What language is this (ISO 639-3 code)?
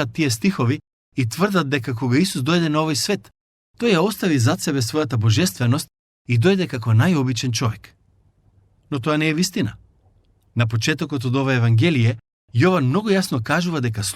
mkd